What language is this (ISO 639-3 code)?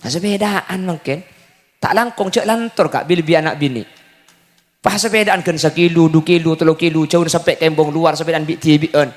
mad